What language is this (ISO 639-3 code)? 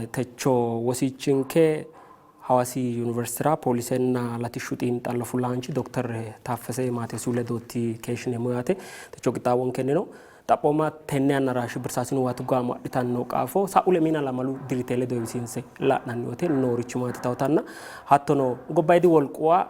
sid